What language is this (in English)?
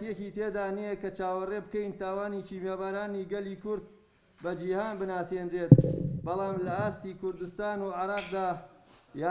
Central Kurdish